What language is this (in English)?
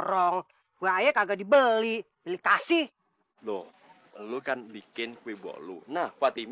Betawi